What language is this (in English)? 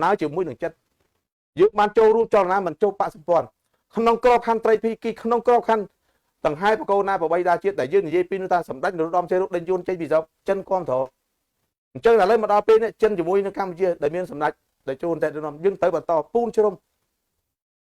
Khmer